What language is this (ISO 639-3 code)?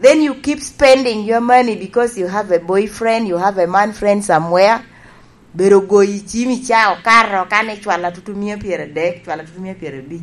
laj